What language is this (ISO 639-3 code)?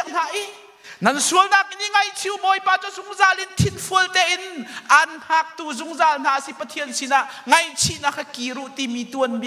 cnh